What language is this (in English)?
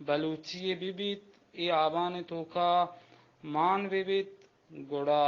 Baluchi